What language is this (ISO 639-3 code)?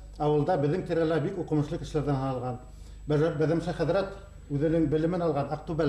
bak